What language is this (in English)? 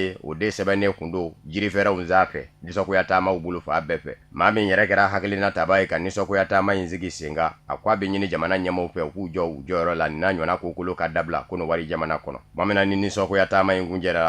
Bambara